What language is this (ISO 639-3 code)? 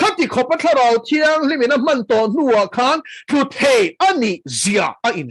lus